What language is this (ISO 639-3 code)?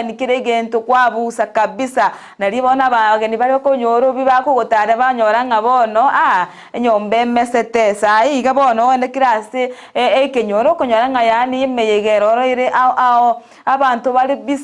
guz